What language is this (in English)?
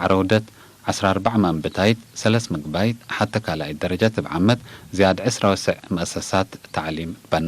Tigre